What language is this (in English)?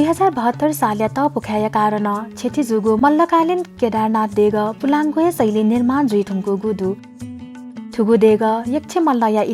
Newari